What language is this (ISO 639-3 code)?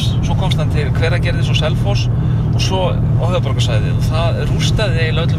isl